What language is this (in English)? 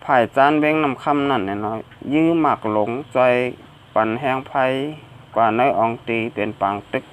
Shan